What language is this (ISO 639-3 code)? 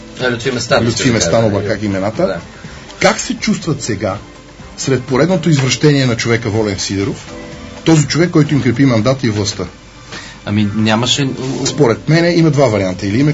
bul